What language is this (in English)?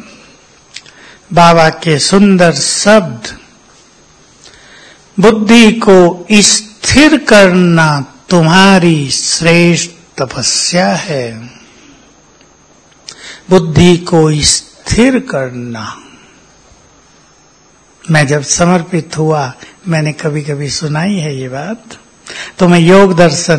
Hindi